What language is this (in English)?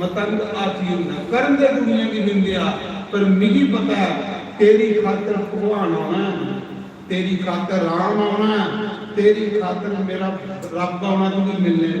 Dogri